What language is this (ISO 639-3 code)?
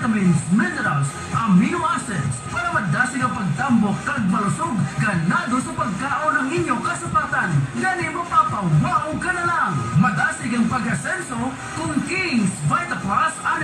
hil